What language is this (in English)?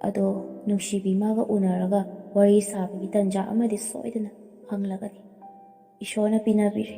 Manipuri